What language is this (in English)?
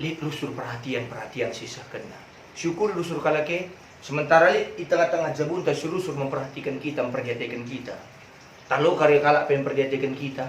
Batak Karo